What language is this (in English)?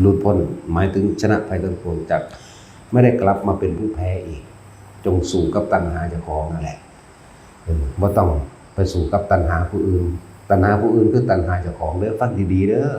Northeastern Thai